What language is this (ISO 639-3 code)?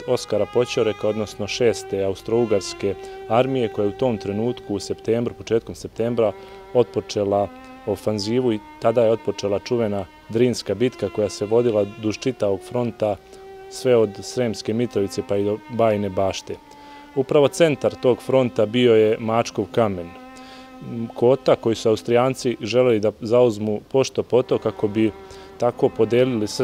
srp